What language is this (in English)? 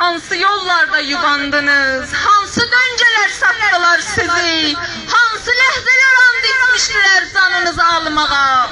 South Azerbaijani